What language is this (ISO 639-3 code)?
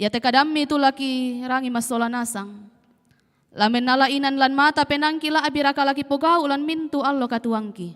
sda